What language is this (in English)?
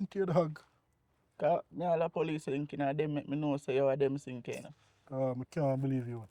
Jamaican Creole English